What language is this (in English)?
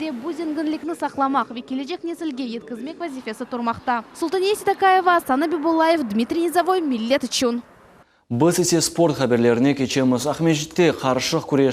Crimean Tatar